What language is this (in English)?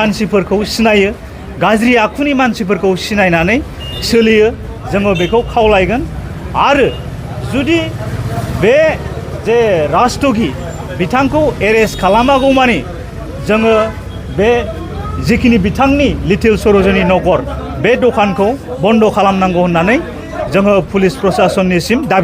Bodo